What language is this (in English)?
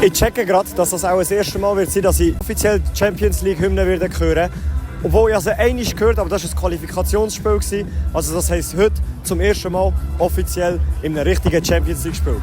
Swiss German